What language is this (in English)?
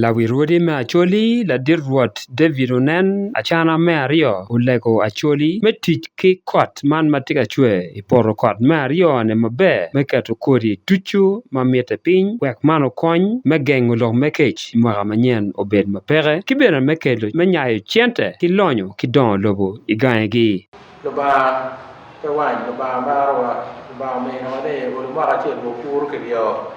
Acoli